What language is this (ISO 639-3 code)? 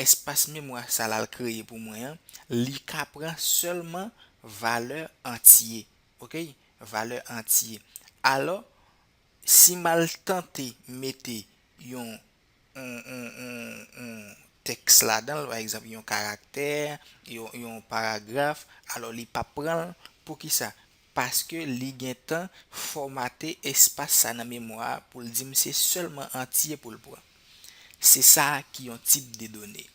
hat